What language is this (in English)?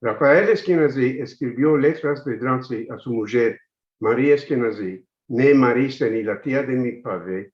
Ladino